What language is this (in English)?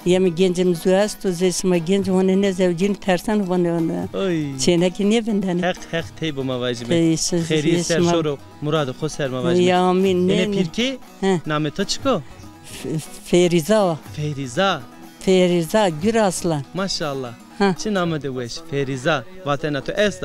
Zaza